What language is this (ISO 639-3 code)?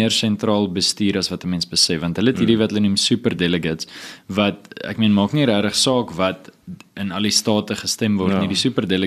afr